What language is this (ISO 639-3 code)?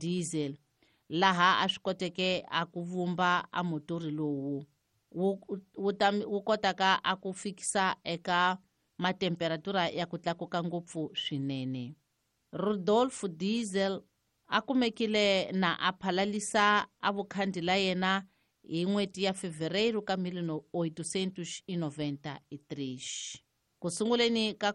tso